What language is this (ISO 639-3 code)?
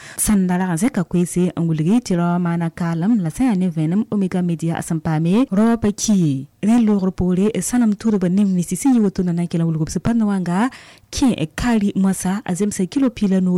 mos